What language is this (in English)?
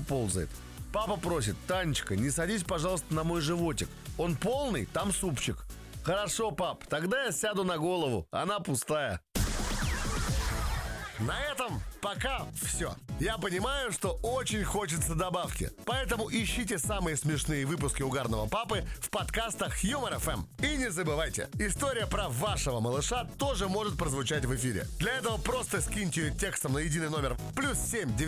Russian